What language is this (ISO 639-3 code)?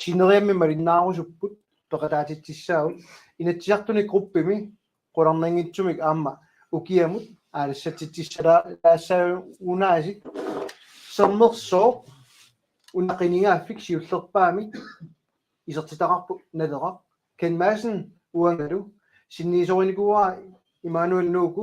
kal